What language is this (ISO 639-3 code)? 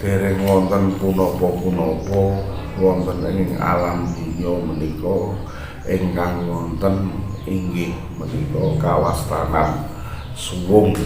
jav